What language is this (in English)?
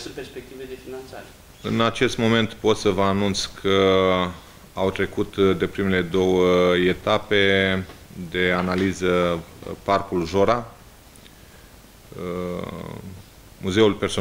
Romanian